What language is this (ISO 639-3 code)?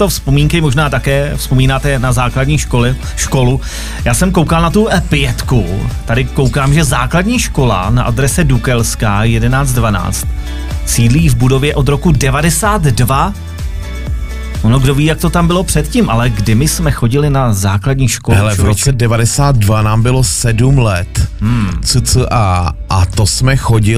ces